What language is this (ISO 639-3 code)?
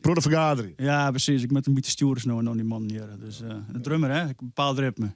fry